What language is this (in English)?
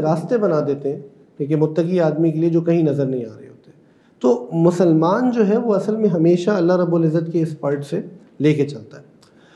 Urdu